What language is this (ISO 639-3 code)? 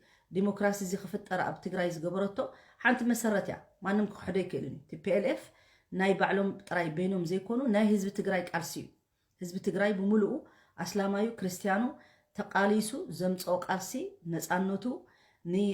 tir